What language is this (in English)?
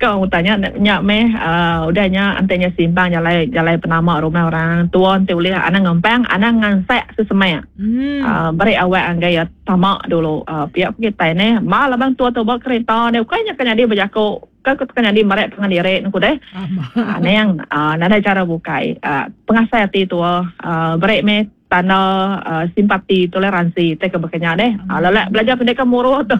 Iban